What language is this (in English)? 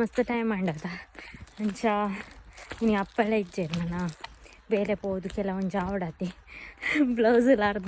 Tulu